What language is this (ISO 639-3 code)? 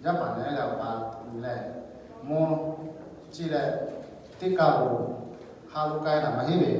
lhu